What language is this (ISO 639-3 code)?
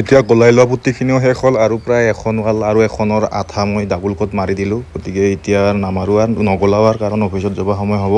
asm